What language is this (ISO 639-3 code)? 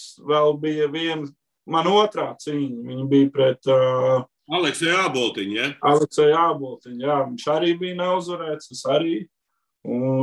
lav